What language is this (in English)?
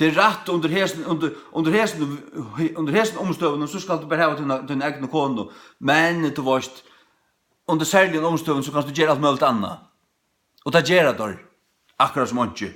Faroese